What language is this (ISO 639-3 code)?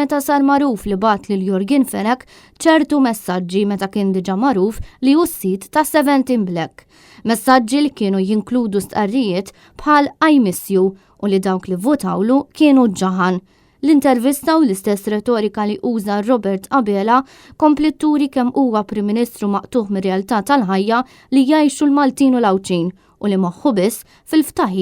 mlt